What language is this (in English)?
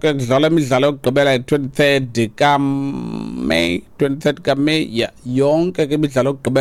Xhosa